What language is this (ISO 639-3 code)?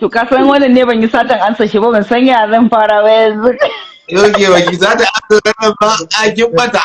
hau